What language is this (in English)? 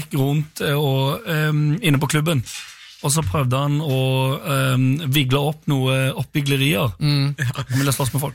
Norwegian